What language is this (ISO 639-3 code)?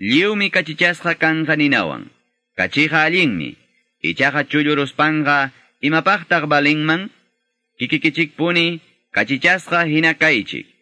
que